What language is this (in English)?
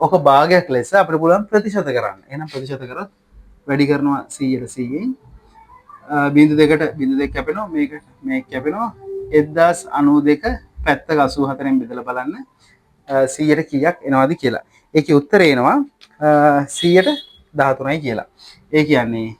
Sinhala